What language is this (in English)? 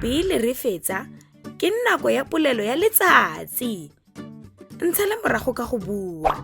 Tswana